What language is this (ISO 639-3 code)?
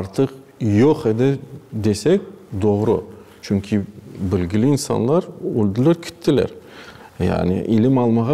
crh